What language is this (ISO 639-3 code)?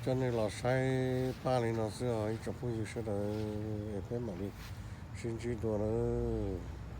hmn